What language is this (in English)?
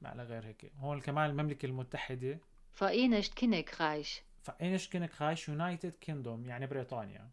North Levantine Arabic